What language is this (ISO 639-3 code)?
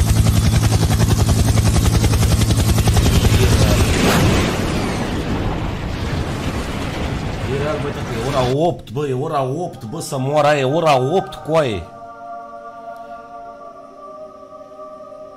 ron